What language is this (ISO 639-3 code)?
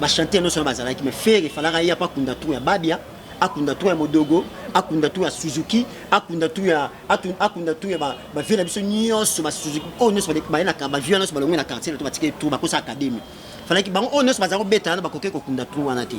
lin